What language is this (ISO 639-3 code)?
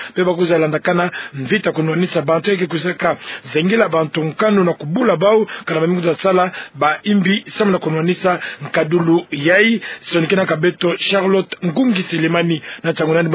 ktu